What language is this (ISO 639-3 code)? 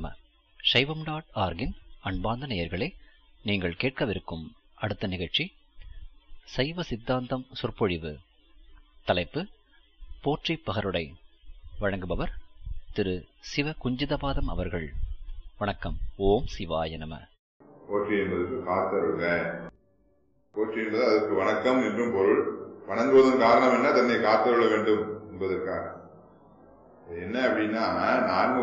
tam